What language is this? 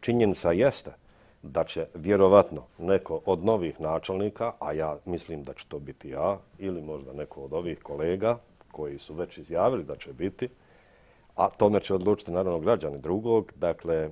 Bosnian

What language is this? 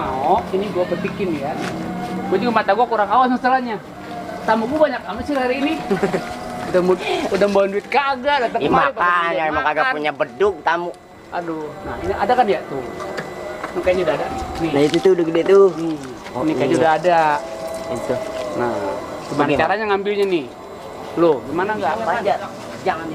Betawi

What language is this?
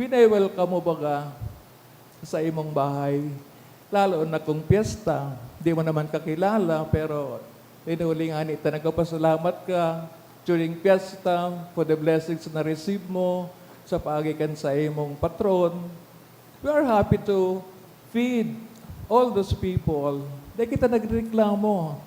Bikol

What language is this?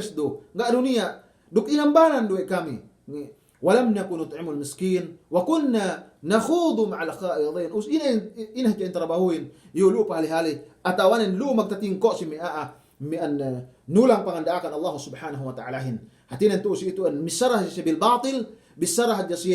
Yakan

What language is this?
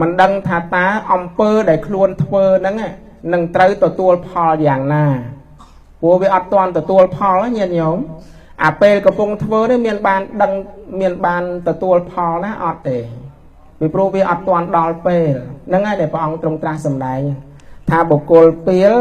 Khmer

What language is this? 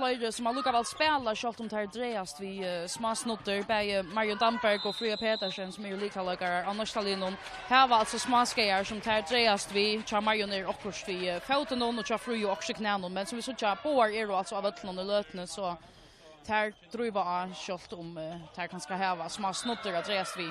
Faroese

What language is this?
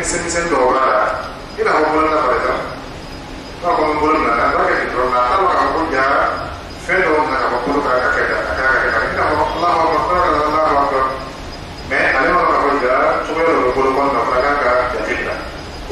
Dyula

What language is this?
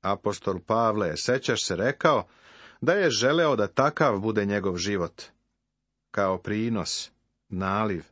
Serbian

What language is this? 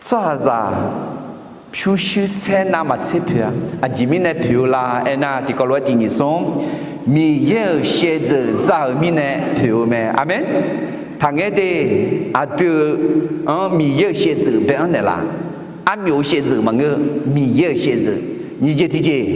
Akha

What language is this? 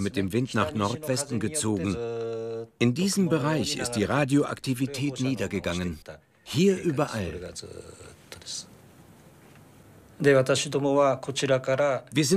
German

